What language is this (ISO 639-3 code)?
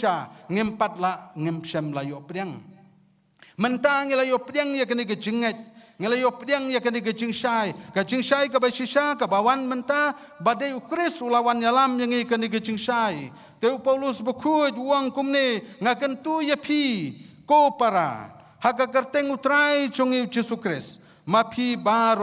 kha